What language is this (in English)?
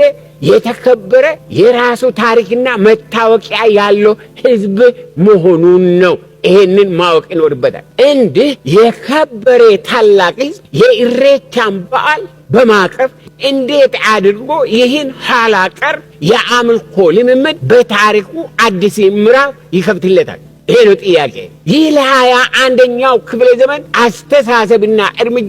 Amharic